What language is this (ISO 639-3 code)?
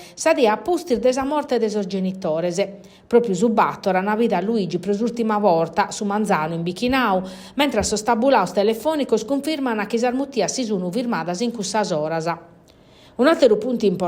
srd